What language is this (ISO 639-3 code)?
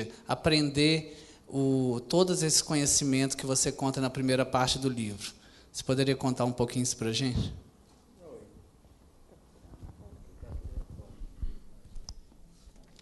por